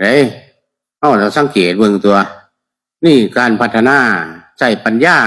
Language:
Northeastern Thai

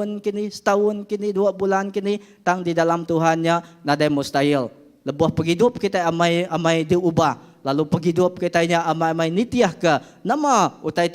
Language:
Iban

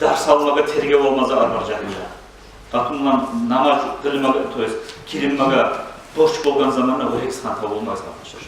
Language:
Kumyk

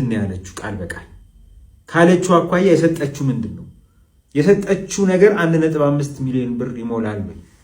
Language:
Amharic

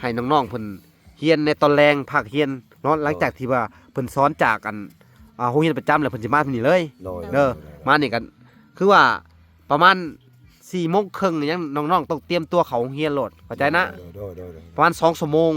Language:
Lao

